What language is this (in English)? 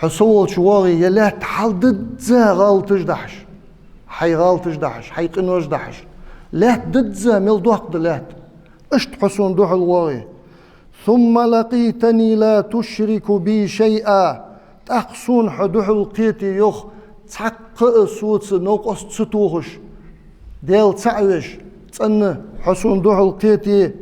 Ingush